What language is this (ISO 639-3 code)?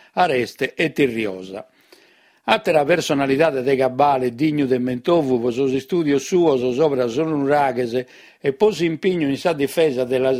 srd